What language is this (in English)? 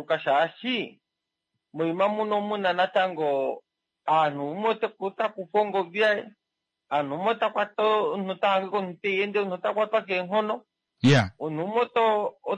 Kuanyama